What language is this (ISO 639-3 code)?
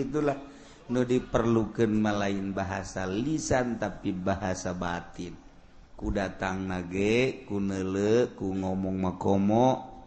sun